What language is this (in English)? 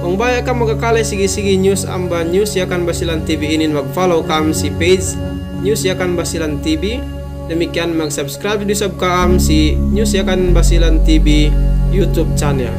Yakan